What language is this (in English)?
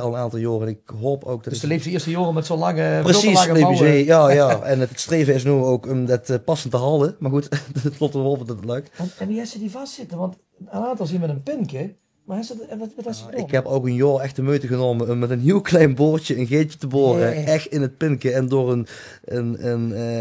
Limburgish